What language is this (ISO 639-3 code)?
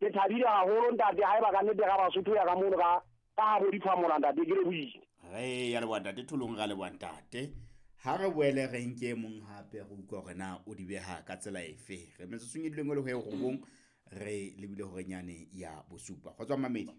sot